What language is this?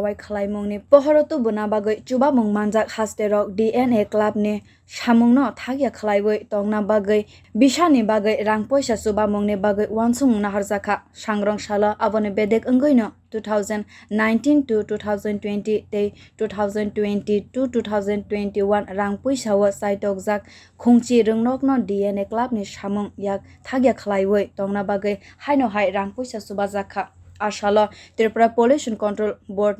Kok Borok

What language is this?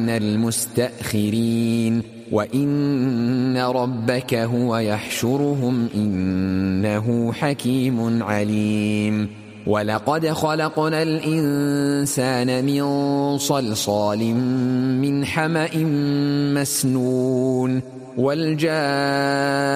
Arabic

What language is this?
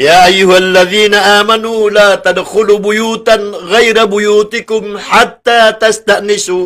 Maranao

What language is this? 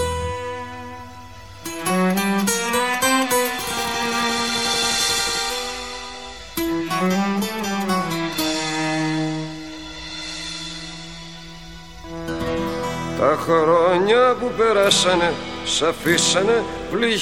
Greek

